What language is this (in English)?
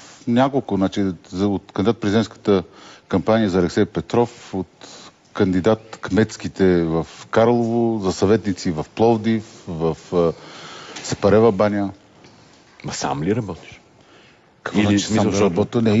Bulgarian